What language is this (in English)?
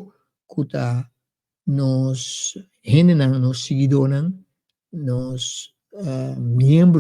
Papiamento